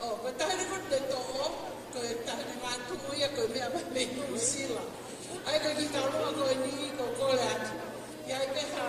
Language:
Tongan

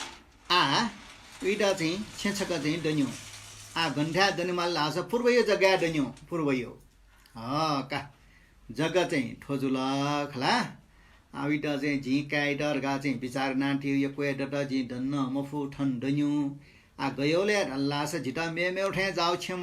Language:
Newari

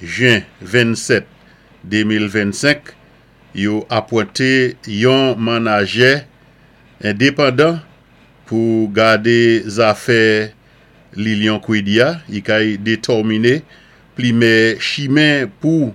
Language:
Saint Lucian Creole French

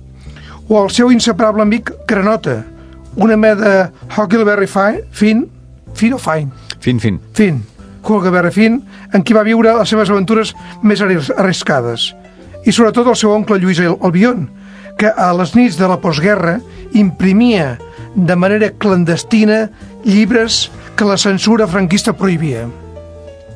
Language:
Catalan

